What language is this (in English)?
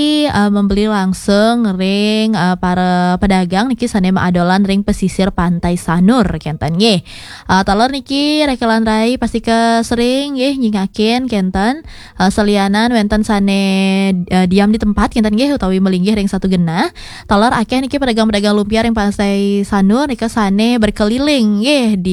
Balinese